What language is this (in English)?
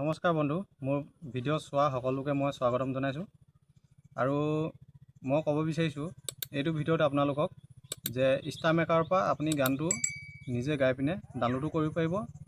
Assamese